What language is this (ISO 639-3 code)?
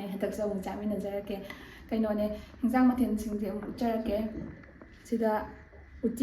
mni